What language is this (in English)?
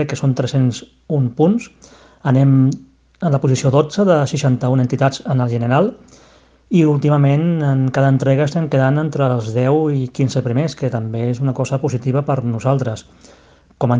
Catalan